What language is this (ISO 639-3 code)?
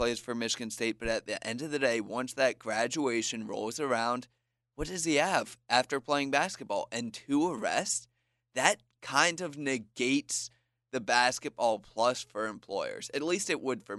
eng